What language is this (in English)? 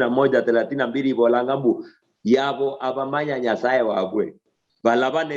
Luyia